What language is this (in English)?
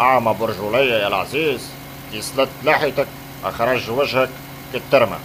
Tunisian Arabic